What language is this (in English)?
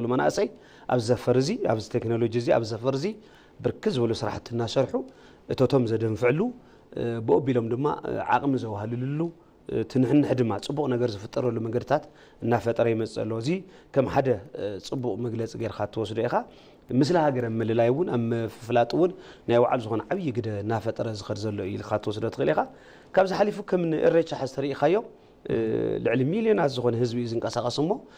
Tigrinya